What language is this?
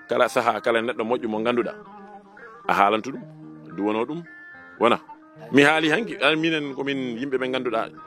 Fula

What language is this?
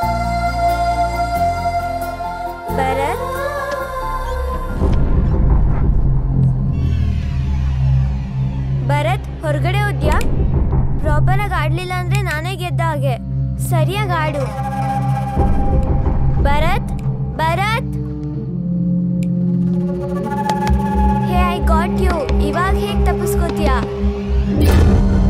Kannada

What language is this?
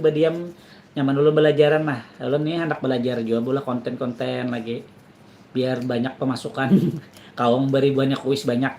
Banjar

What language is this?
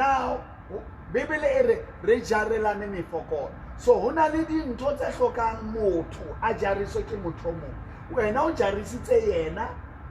Southern Sotho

